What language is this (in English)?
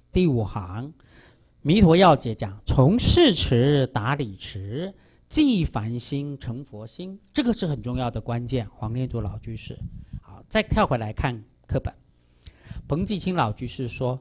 Chinese